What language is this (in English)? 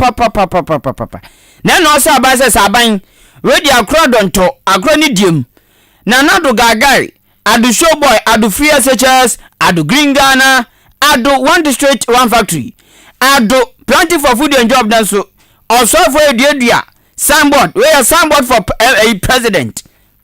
Akan